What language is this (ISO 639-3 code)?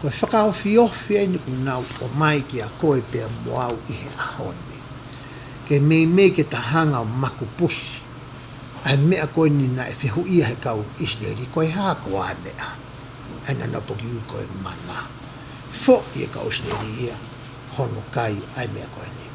ton